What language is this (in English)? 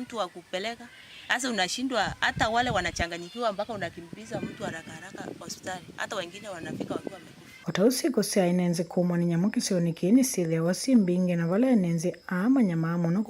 Kamba